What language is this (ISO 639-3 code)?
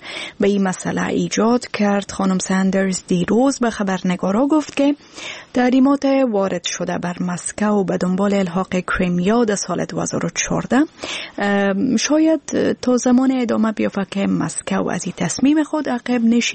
fas